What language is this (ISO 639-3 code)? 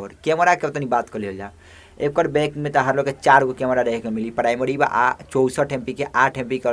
bho